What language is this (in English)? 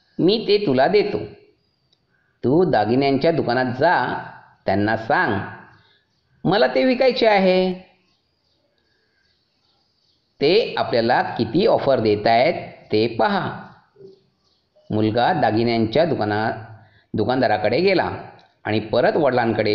Marathi